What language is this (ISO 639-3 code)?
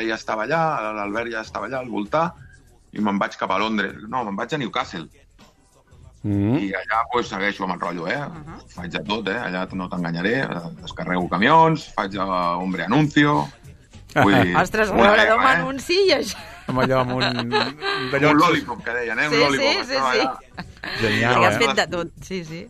cat